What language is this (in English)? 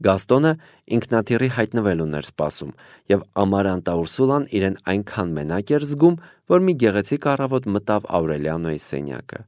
Armenian